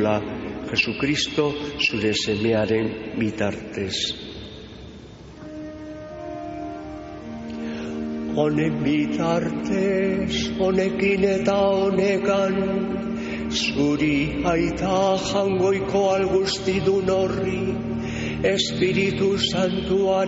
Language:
Basque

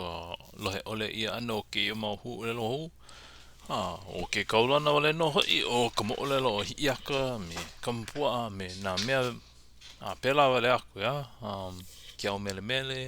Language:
Hawaiian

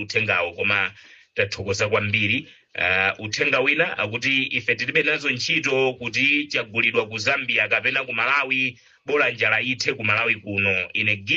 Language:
Nyanja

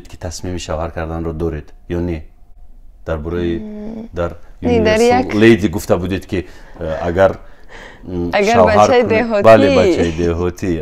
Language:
Tajik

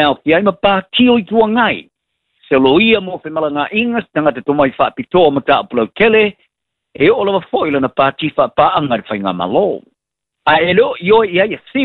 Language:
Samoan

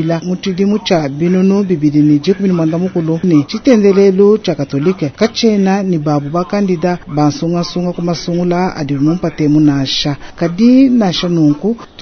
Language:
Luba-Lulua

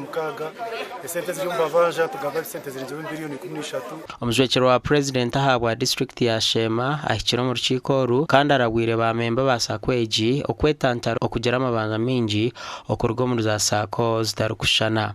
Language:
Nyankole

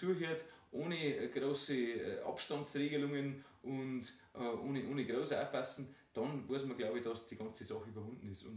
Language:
Bavarian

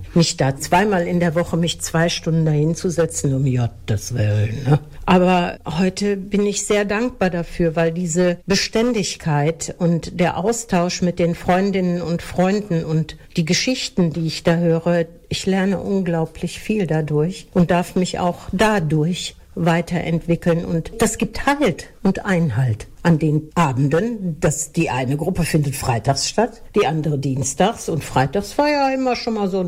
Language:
German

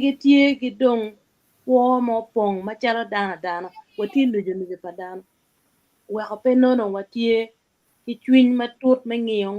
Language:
Acoli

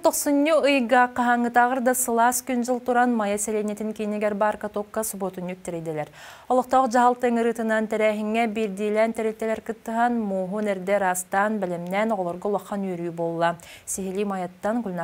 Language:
Yakut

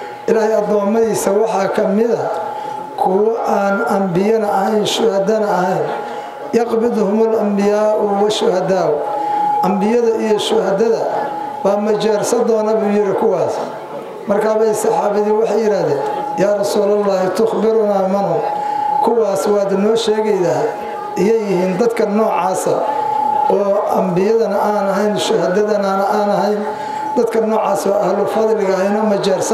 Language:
Somali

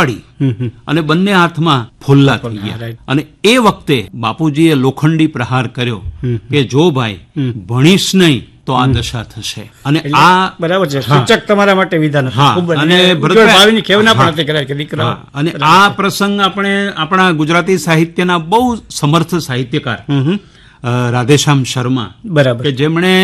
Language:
Gujarati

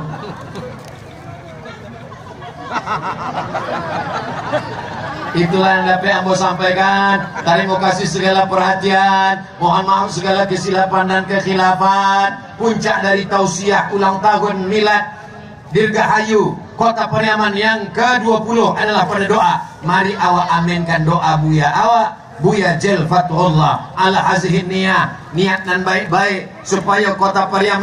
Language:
Indonesian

